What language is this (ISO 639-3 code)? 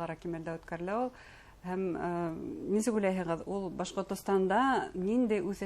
bak